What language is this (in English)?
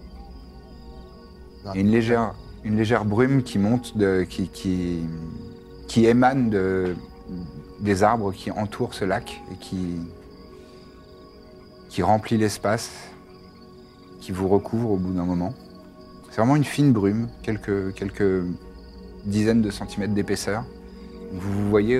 French